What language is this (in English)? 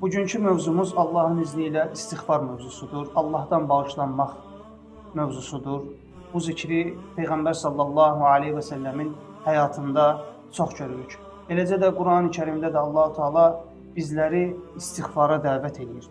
Azerbaijani